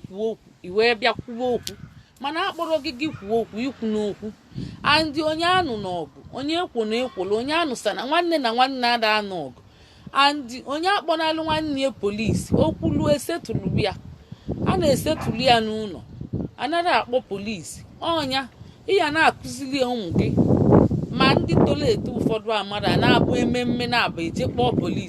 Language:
Igbo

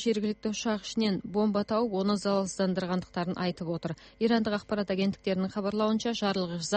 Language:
Kazakh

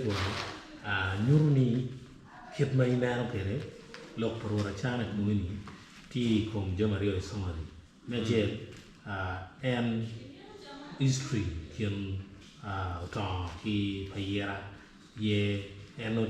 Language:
Acoli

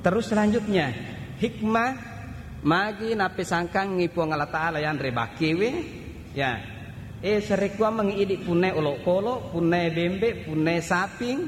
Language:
Buginese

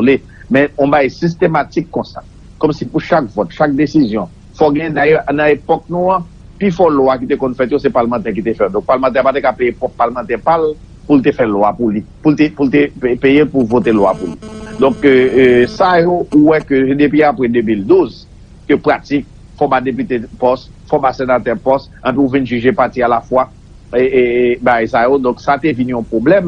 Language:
Haitian Creole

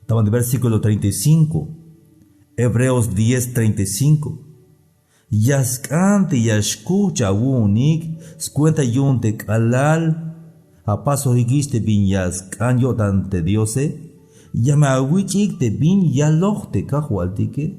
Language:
Tzeltal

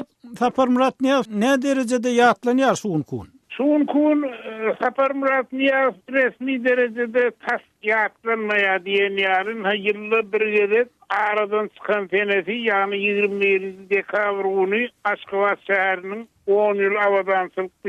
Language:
Turkmen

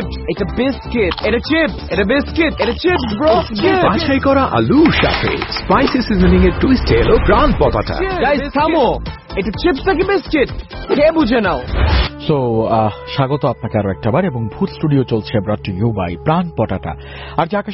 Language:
Bangla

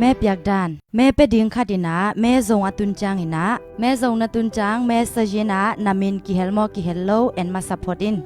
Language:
Tedim Chin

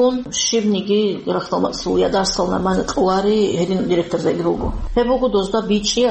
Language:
Avaric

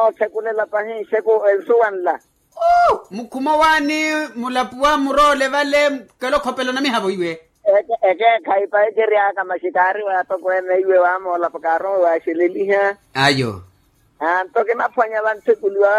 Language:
Makhuwa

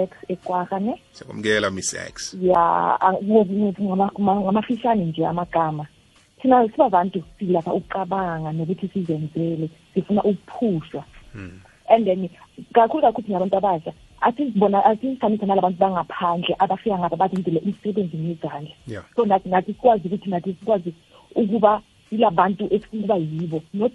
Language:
South Ndebele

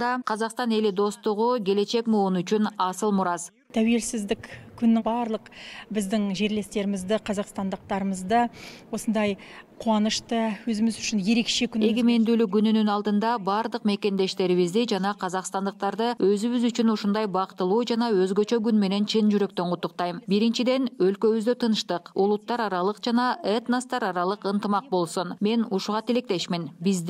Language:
Kyrgyz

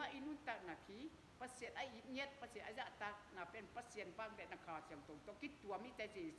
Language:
Tedim Chin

